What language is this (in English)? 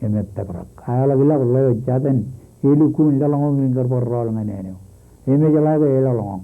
Marshallese